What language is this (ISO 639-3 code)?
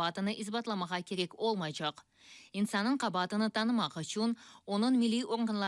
crh